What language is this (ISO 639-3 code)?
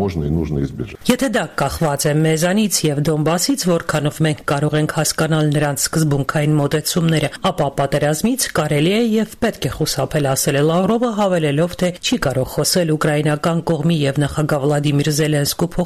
hye